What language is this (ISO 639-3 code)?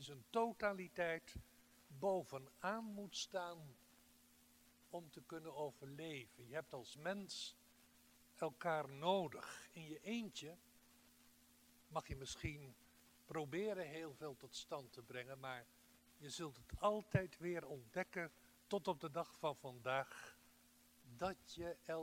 nld